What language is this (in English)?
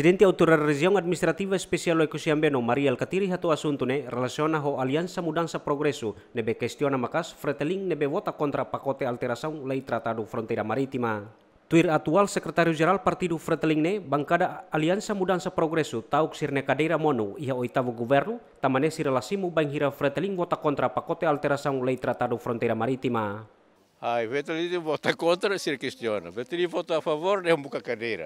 Tetum